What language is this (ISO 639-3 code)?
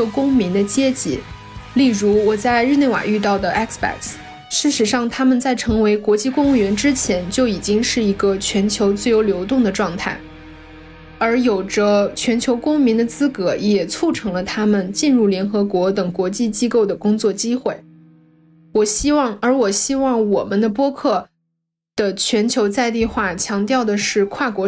zho